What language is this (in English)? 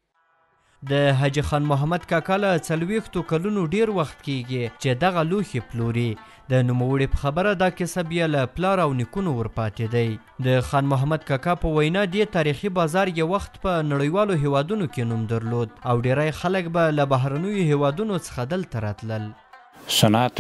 Pashto